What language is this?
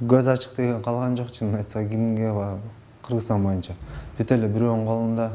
Kyrgyz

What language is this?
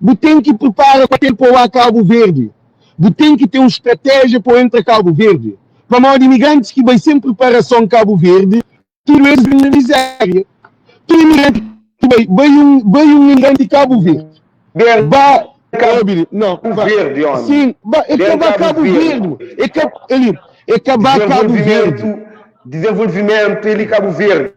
Kabuverdianu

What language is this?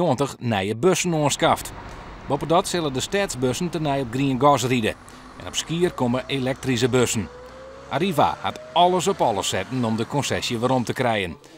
Western Frisian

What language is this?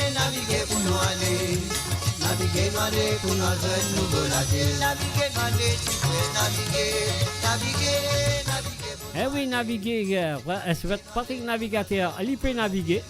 Morisyen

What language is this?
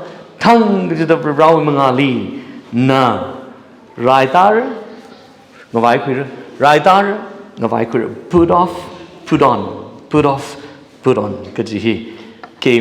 Tangkhul Naga (India)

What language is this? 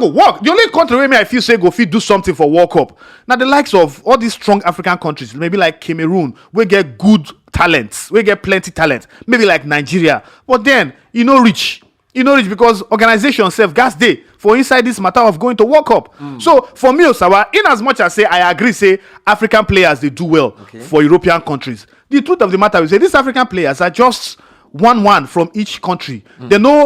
Nigerian Pidgin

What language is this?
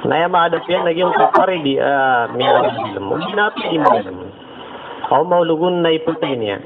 Maranao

